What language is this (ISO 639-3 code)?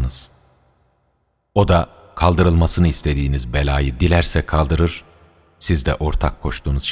tur